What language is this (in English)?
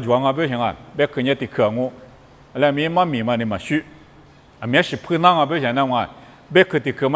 Lisu